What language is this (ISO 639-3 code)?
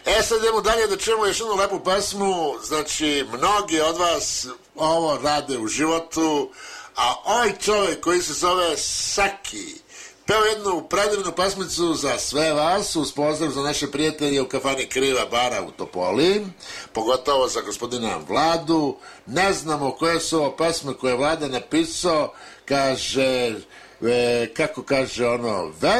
srp